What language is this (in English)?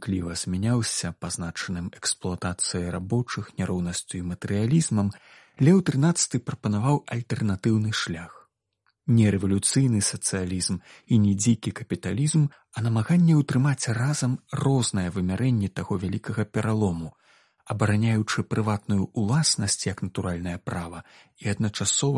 Belarusian